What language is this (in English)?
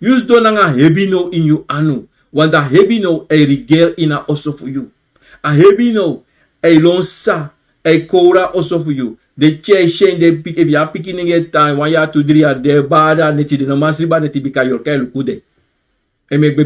Sranan Tongo